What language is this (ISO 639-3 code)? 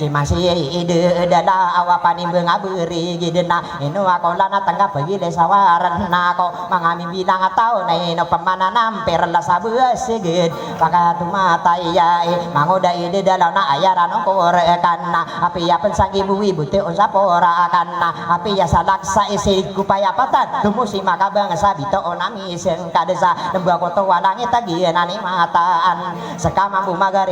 mrw